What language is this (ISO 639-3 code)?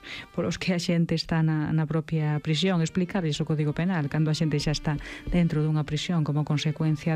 glg